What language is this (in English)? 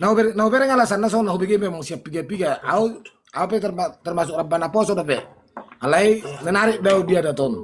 Batak Toba